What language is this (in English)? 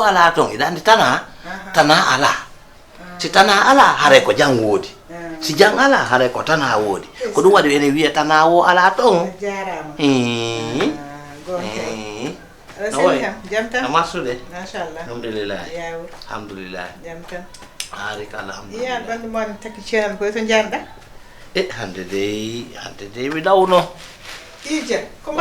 Fula